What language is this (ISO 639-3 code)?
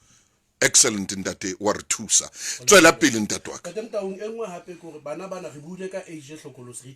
sot